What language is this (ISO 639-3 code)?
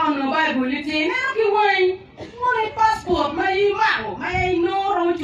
ach